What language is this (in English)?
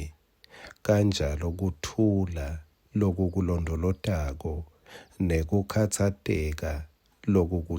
Swati